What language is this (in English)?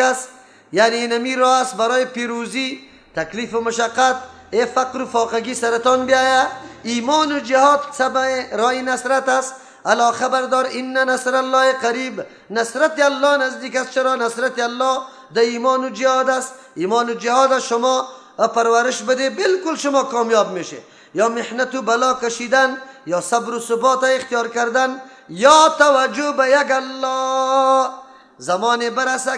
Persian